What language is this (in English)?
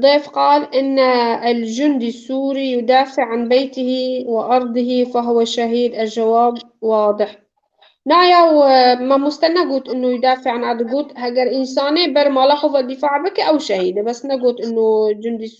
Kurdish